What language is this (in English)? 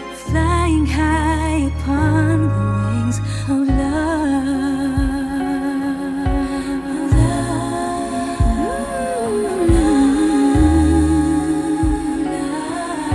English